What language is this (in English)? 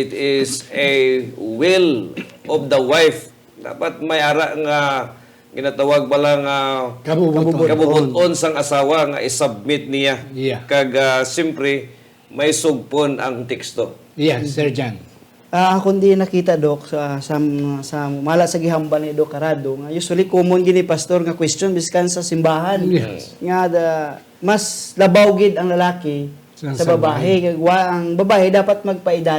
Hiligaynon